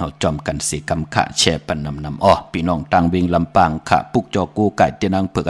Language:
Shan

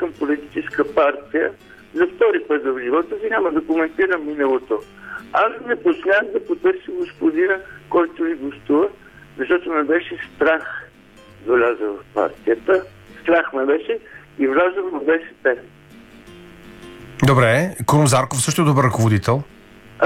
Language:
Bulgarian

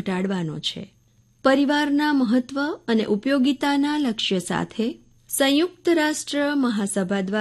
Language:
Gujarati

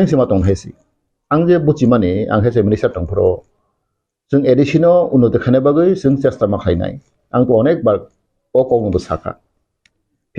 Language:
Kok Borok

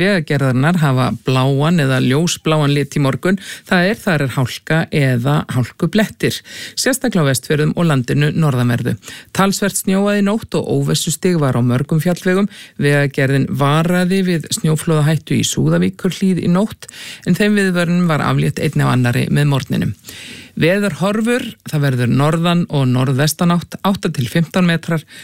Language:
Icelandic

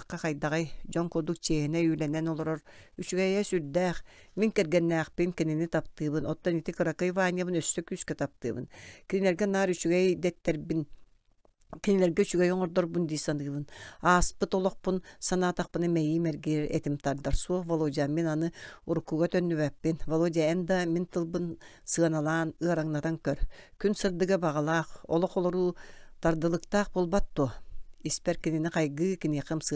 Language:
Yakut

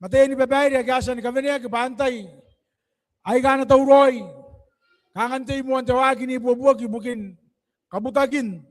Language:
Gilbertese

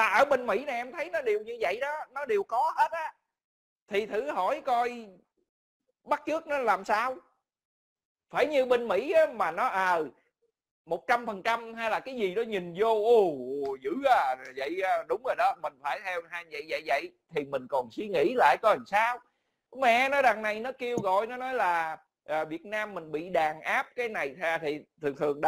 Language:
Vietnamese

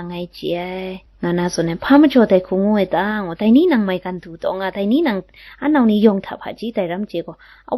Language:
Kachin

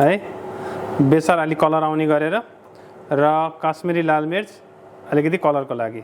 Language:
Nepali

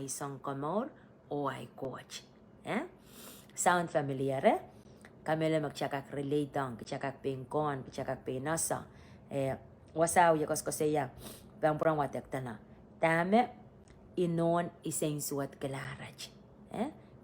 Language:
Pohnpeian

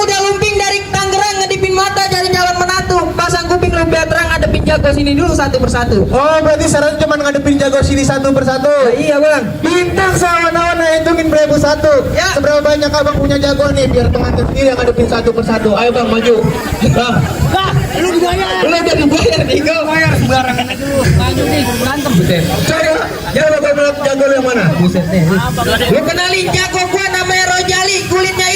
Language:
Betawi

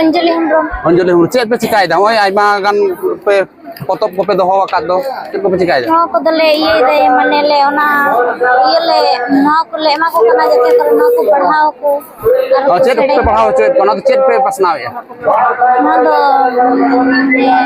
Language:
Santali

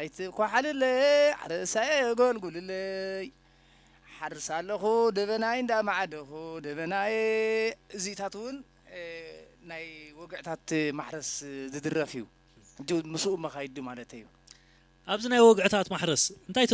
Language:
Tigrinya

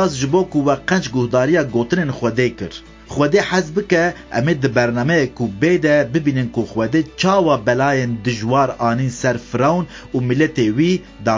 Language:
Kurdish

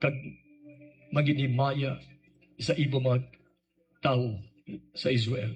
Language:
Hiligaynon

